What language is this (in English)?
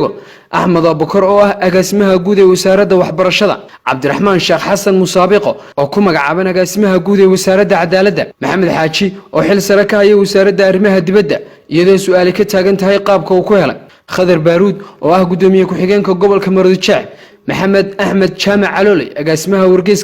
Somali